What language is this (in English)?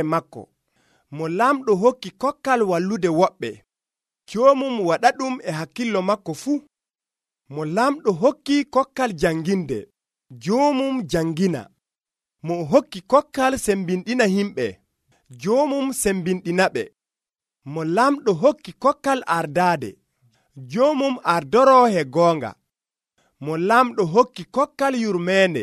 Nigerian Fulfulde